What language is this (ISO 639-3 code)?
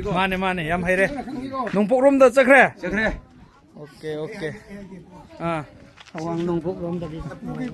mni